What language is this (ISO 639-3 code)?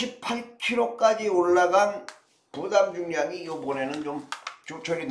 kor